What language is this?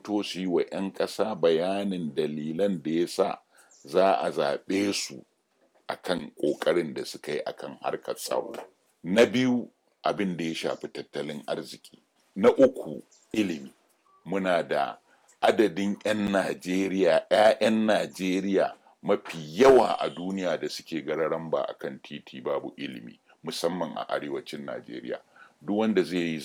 Hausa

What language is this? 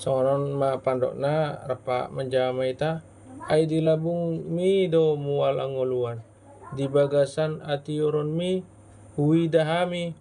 Batak Toba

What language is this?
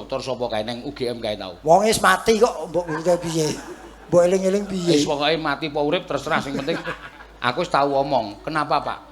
Javanese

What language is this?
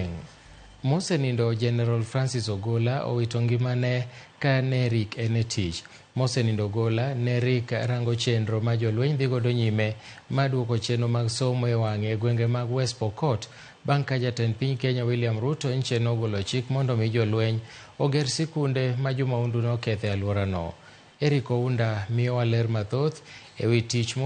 Luo (Kenya and Tanzania)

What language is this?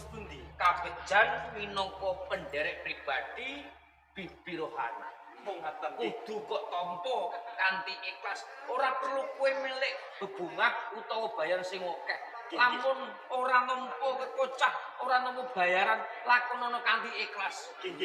Javanese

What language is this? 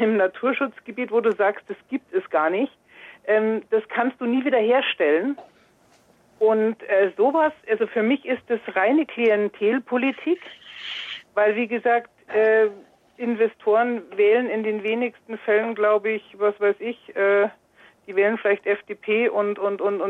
German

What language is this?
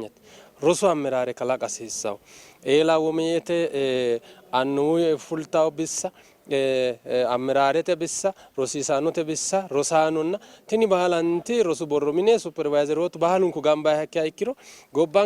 Sidamo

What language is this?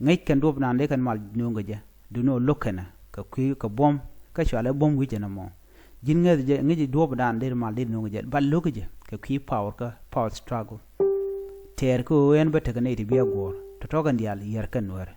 Nuer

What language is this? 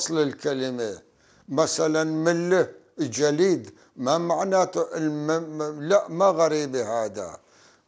North Levantine Arabic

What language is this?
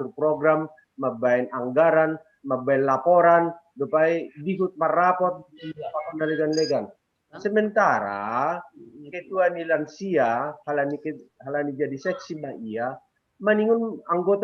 Batak Simalungun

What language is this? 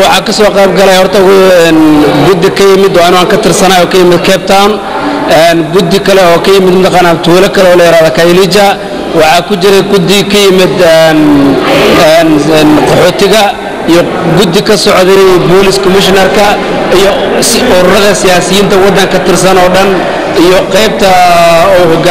Somali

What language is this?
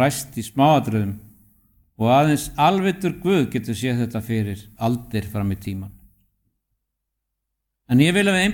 Icelandic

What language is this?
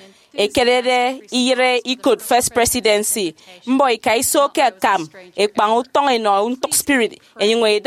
Efik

